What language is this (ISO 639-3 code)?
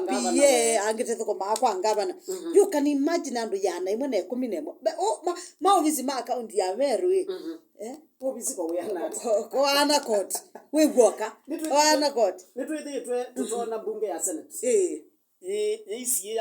kam